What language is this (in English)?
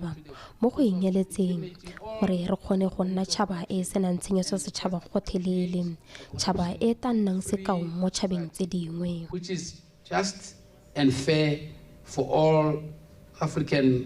Tswana